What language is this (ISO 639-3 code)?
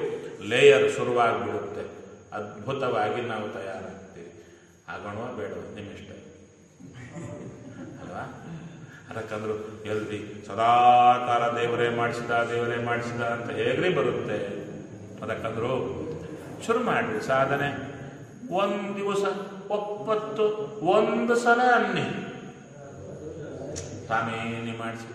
kan